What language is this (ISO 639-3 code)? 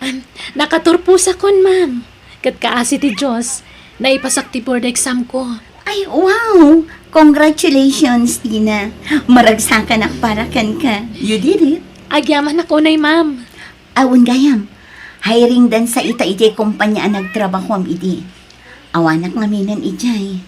ilo